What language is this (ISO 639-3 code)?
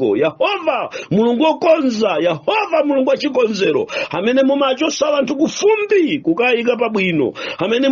nya